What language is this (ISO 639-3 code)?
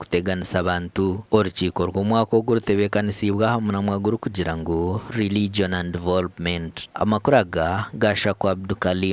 nyn